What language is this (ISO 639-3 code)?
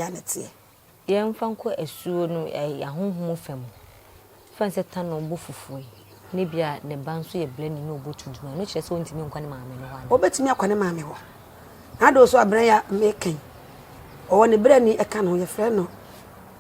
aka